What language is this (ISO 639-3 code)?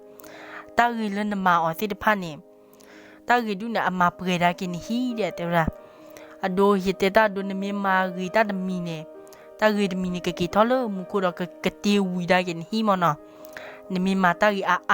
ksw